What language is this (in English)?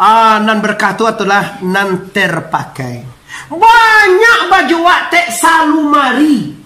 Minangkabau